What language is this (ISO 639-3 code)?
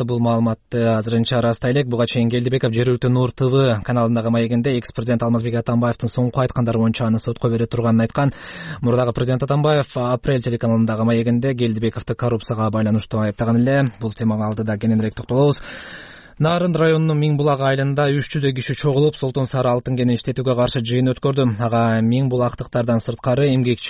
kir